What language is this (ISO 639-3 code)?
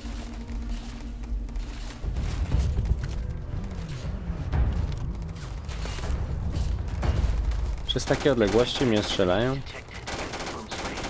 pol